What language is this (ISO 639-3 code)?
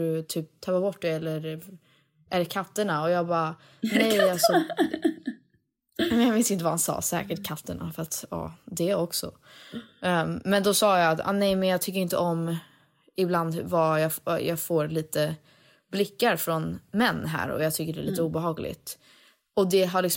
swe